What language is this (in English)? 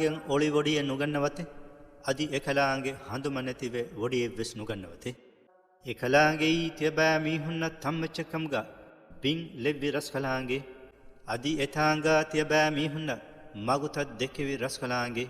Divehi